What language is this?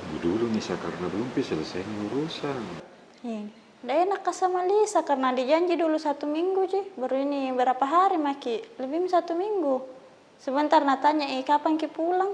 Makassar Malay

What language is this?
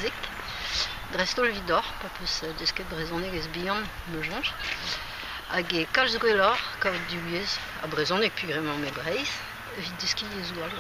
Breton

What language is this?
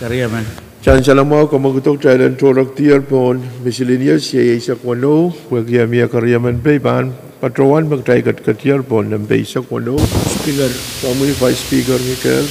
Pohnpeian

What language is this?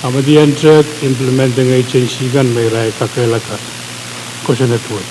Pohnpeian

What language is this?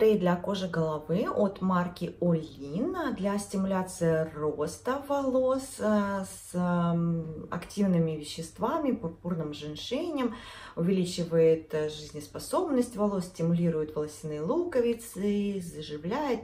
Russian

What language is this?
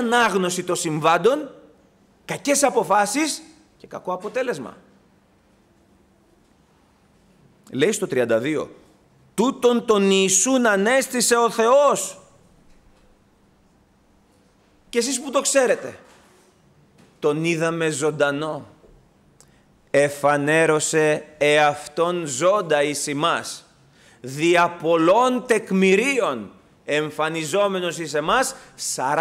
Greek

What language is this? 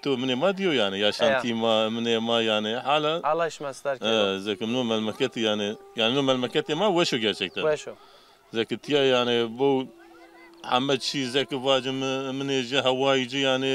Zaza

